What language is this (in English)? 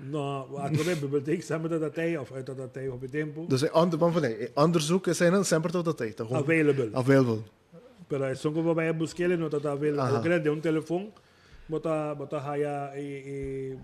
Papiamento